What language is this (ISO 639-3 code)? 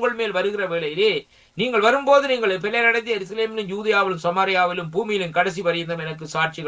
tam